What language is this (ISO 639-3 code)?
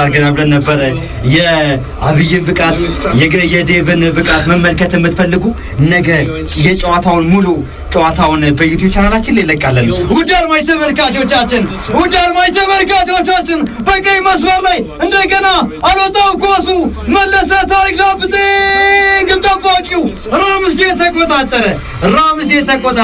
amh